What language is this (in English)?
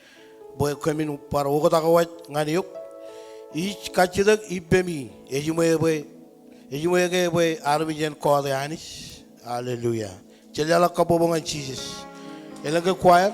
Marshallese